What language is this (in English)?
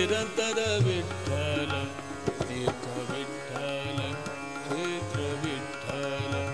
Kannada